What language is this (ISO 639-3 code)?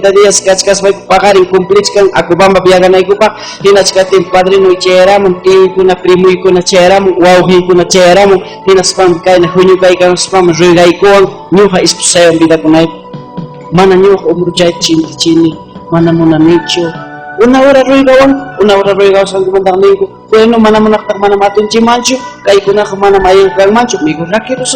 quy